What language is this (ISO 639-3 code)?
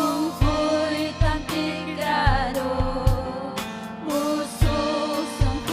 quy